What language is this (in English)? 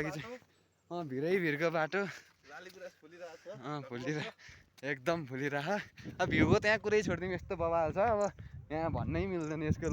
Nepali